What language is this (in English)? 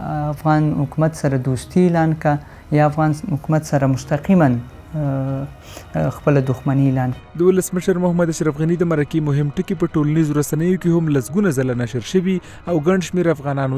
Pashto